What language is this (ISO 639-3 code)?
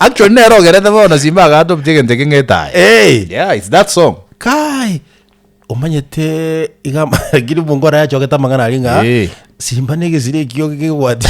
guz